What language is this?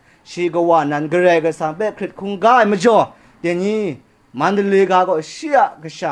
Kachin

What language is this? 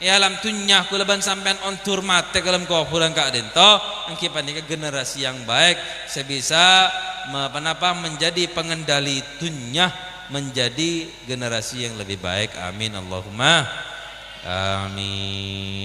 Madurese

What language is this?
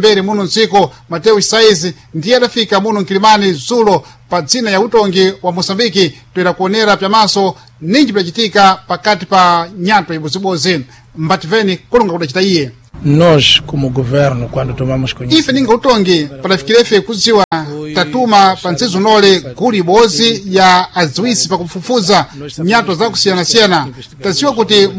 Sena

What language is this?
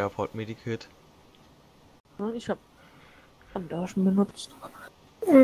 German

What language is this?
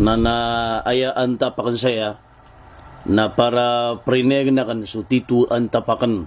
Maranao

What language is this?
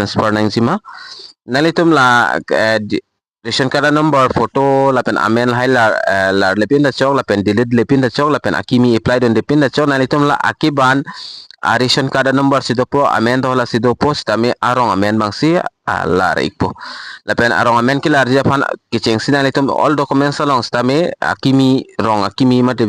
Karbi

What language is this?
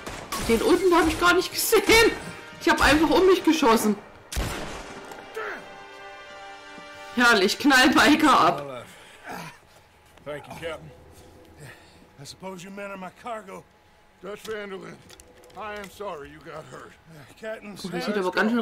German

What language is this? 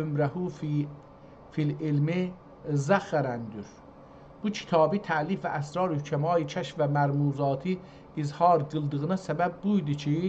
South Azerbaijani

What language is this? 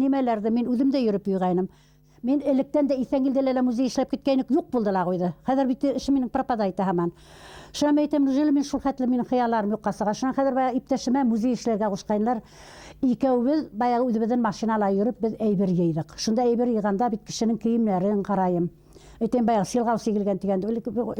Bashkir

